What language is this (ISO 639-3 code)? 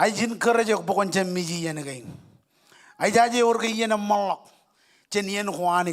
mah